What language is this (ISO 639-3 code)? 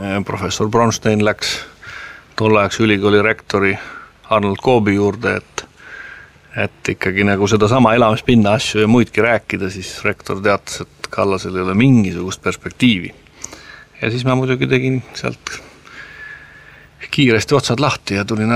est